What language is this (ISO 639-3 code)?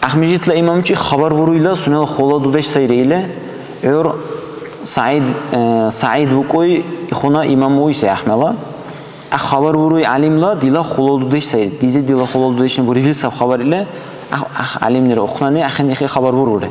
dar